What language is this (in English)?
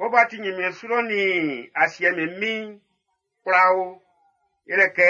Baoulé